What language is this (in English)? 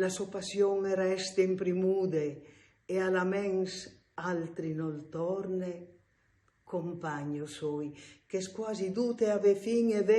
Friulian